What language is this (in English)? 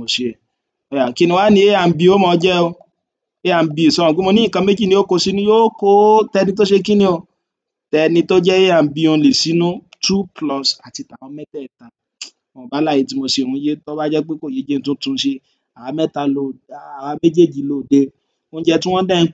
Yoruba